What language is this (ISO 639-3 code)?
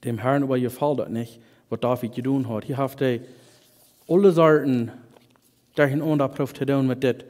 pdt